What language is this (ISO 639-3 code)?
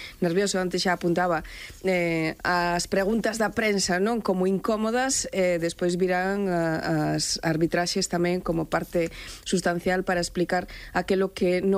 glg